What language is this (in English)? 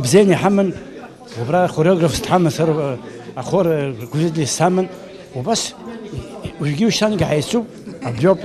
Abkhazian